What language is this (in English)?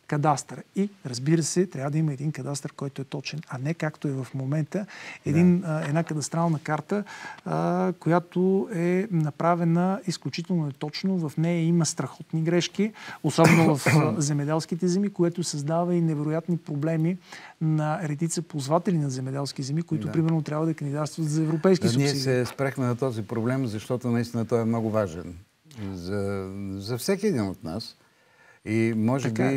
Bulgarian